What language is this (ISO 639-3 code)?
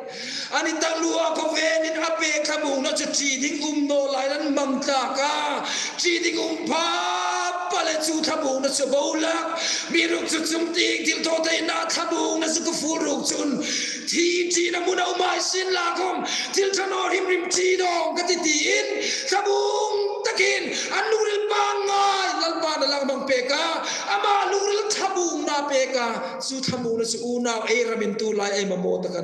hmr